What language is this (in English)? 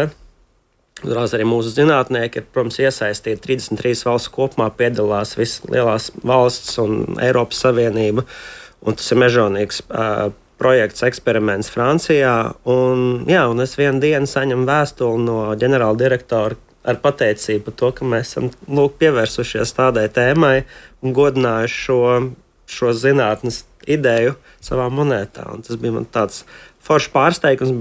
Latvian